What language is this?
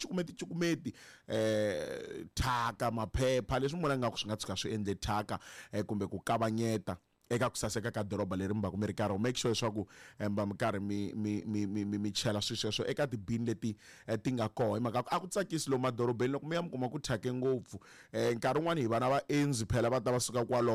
Tsonga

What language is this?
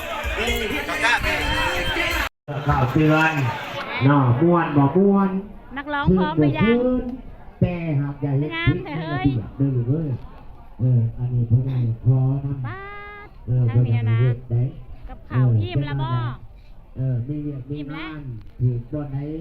Lao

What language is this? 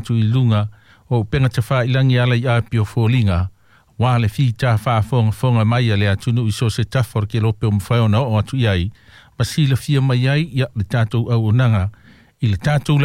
Samoan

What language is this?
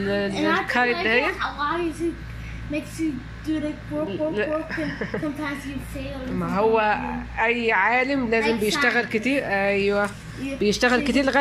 Egyptian Arabic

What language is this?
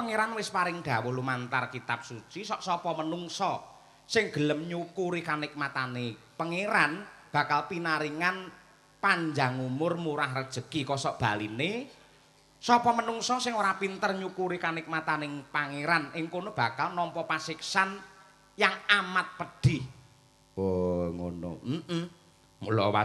Javanese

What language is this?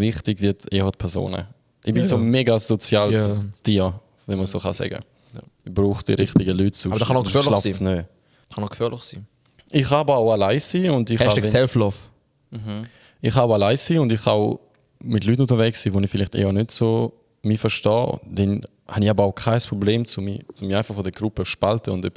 Swiss German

